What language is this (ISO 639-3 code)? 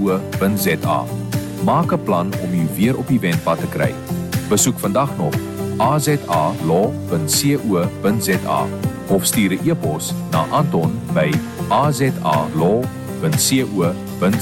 afr